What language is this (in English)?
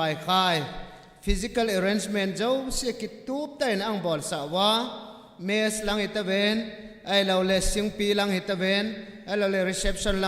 Tedim Chin